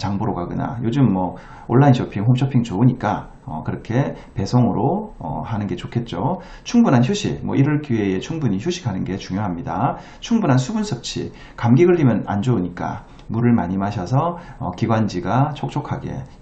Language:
Korean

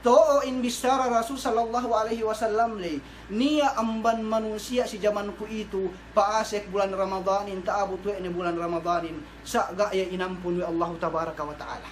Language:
Yakan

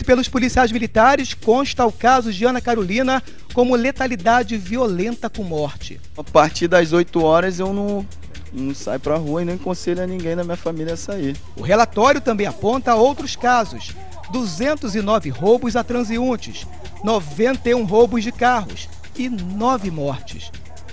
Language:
Portuguese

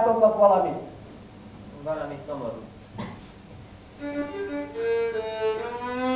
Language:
Hungarian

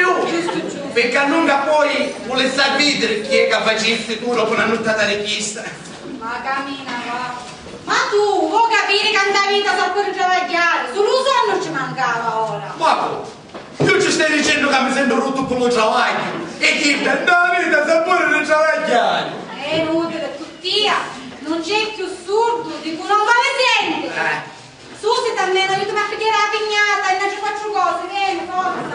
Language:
Sicilian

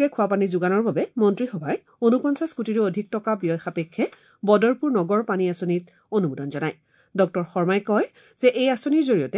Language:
Assamese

